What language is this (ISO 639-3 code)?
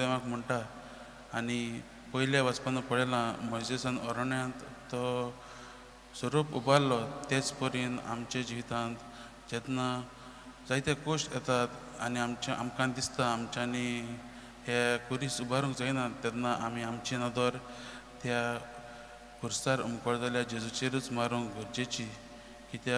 kok